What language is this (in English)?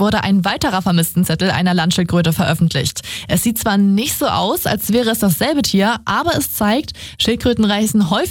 German